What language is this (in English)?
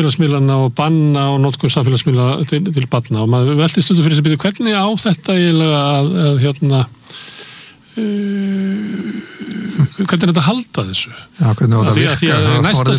Icelandic